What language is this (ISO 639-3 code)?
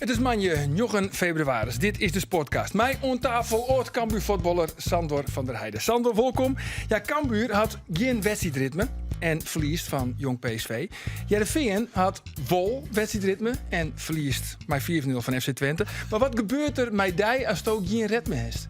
fry